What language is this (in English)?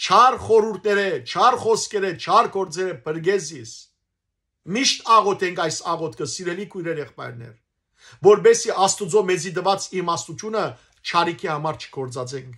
Western Armenian